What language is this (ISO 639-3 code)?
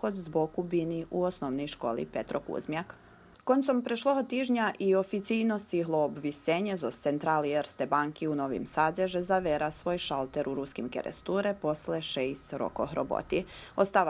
rue